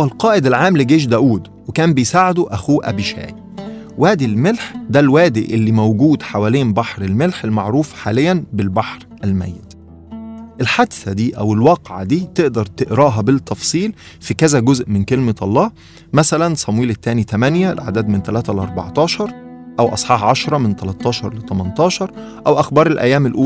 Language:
Egyptian Arabic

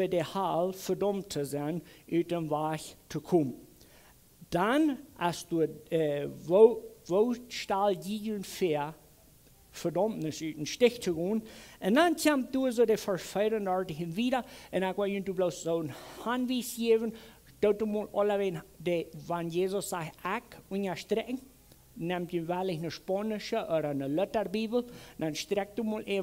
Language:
Plautdietsch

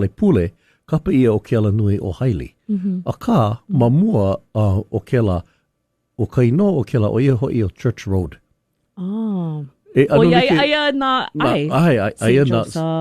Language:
Hawaiian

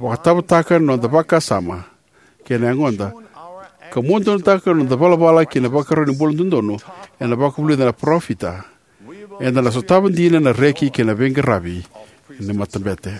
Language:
Fijian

